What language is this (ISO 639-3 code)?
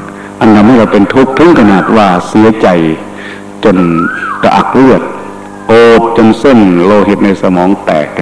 tha